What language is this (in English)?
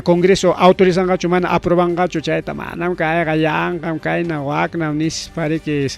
Ayacucho Quechua